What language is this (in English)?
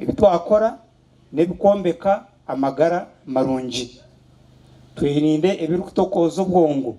Nyankole